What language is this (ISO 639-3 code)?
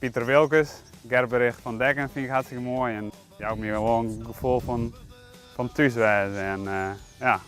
fry